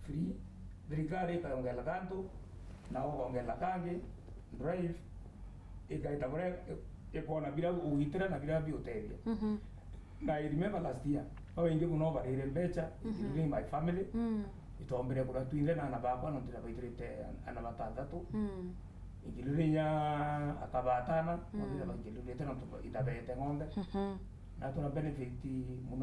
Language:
Meru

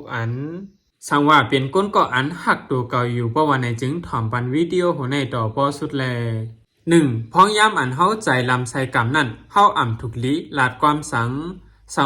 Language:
Shan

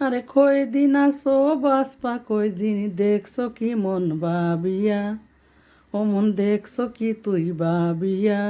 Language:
Sylheti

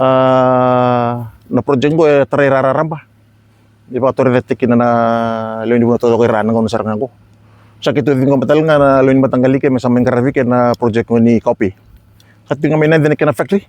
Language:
Fijian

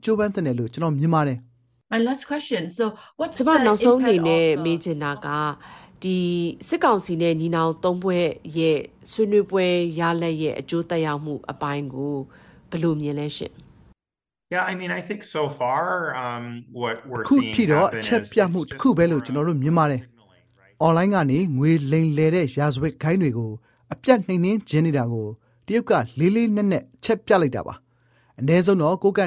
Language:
Burmese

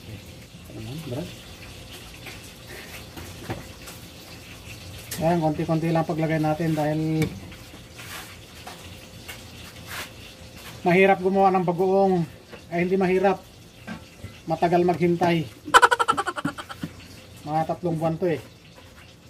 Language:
Filipino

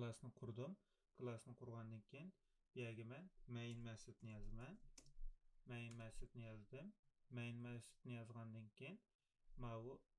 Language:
Uyghur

